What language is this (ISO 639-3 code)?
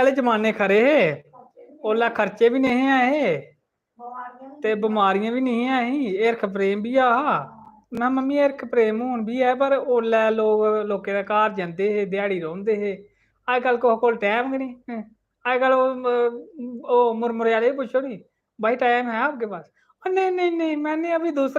doi